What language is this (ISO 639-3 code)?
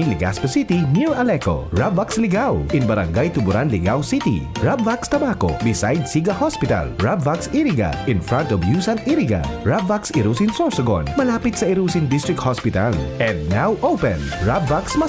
bik